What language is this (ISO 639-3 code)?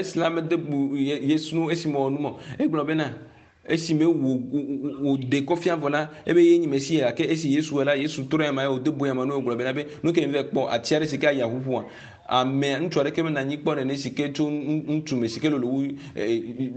ewe